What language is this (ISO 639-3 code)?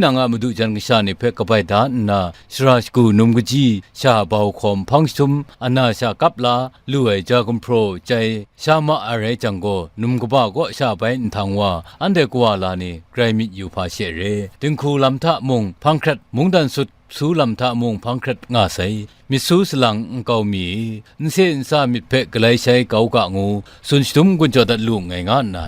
kac